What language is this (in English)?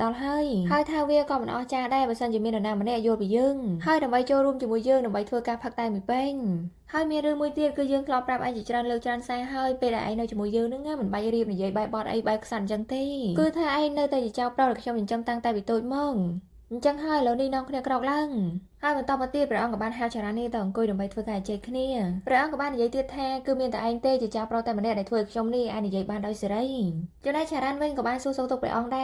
Khmer